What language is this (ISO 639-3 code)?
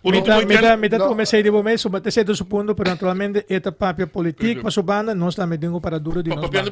pap